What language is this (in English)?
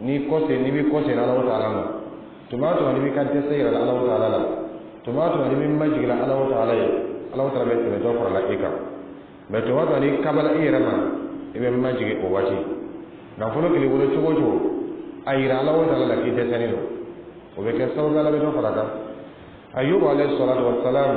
Dyula